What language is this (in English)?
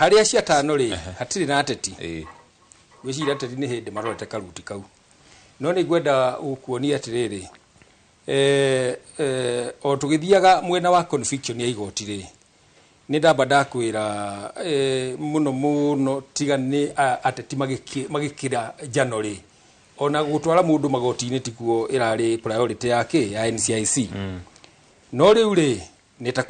Kikuyu